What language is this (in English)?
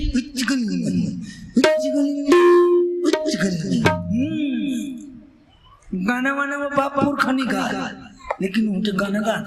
Chhattisgarhi